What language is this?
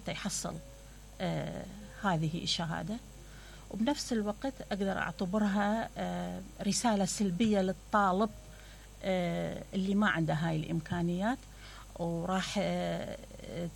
Mesopotamian Arabic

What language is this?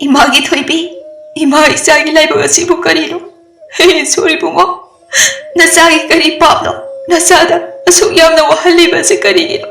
Manipuri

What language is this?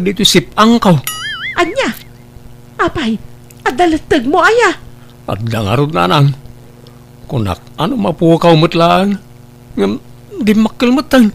Iloko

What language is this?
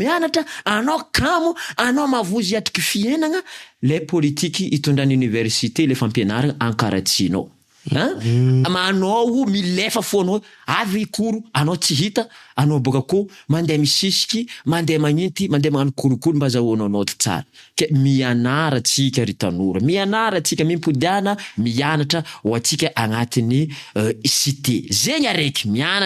Malagasy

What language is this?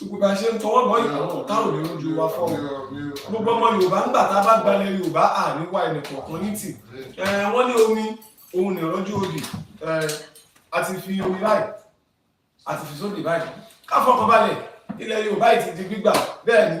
Yoruba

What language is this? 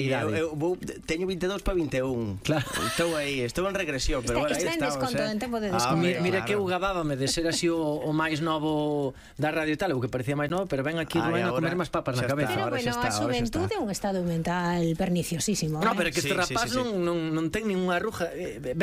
Galician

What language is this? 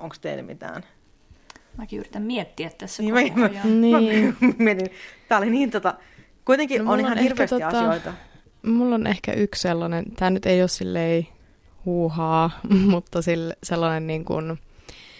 Finnish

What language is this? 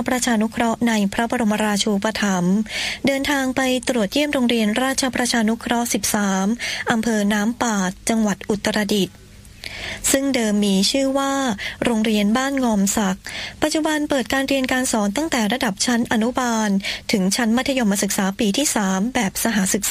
Thai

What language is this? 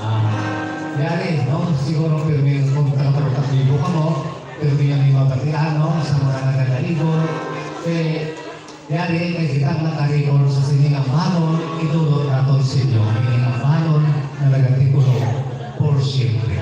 Hiligaynon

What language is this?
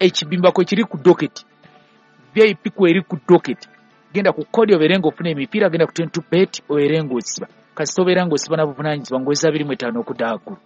Ganda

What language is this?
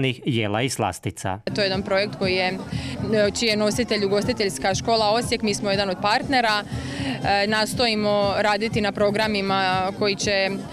Croatian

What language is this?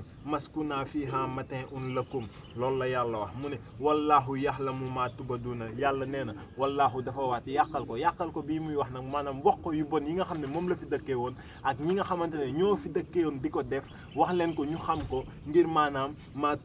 Wolof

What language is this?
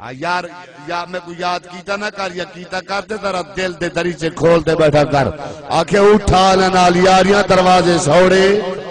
Saraiki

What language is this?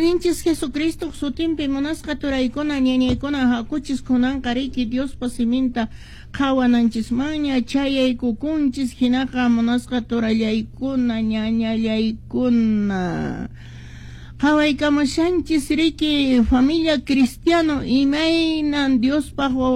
Quechua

